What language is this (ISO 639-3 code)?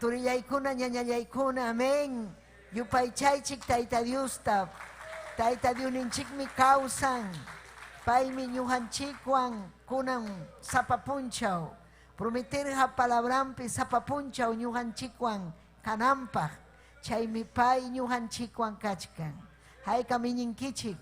quy